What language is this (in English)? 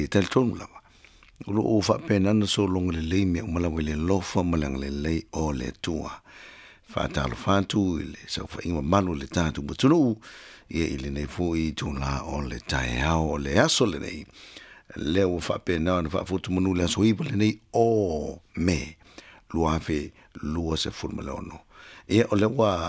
Samoan